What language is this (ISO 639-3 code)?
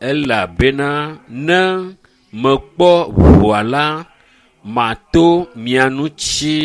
ewe